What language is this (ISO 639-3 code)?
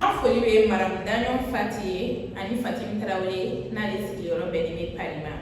bam